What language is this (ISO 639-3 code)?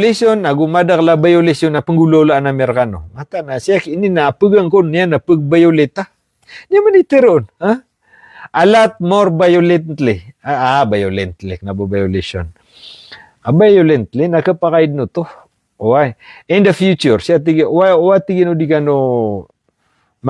mrw